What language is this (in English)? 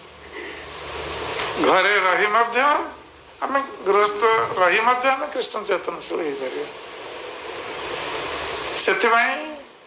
Odia